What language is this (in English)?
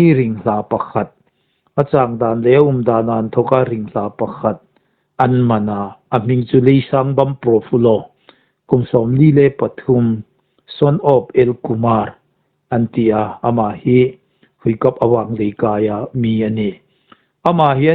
Hmar